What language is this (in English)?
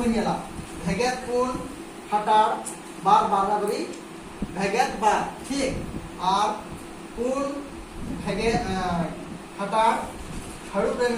Santali